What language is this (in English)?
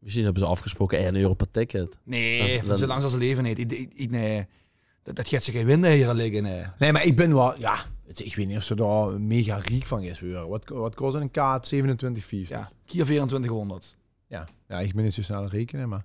Limburgish